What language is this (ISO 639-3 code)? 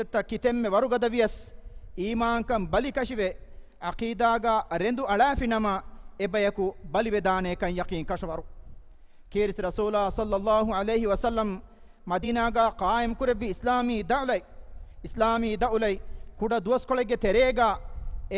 div